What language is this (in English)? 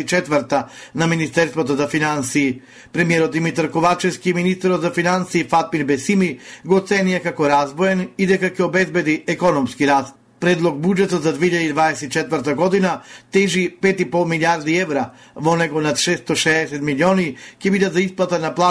Macedonian